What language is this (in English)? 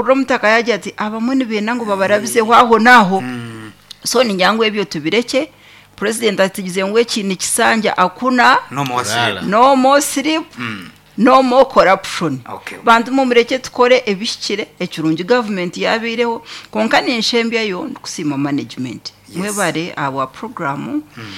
Nyankole